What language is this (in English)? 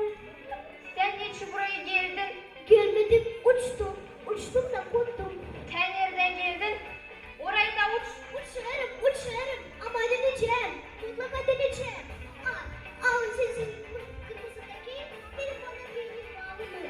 Gagauz